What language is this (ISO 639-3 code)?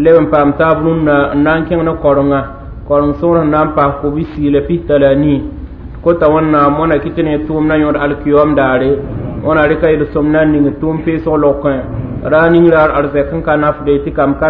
mos